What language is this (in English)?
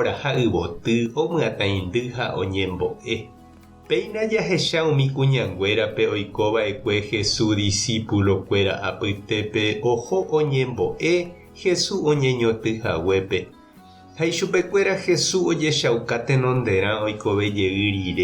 Guarani